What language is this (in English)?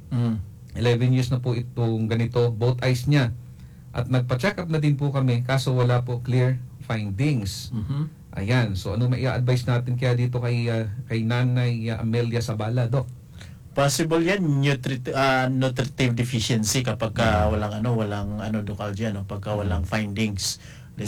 Filipino